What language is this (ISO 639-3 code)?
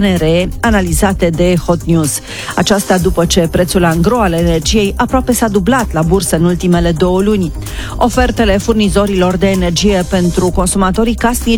ron